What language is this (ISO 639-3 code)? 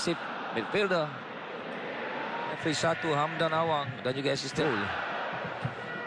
msa